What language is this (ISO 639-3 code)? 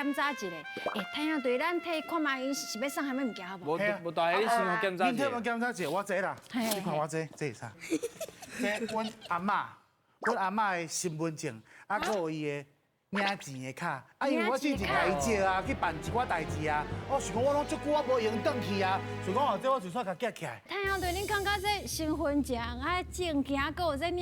nan